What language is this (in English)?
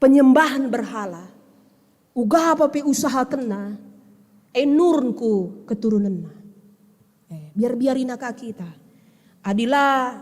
Batak Karo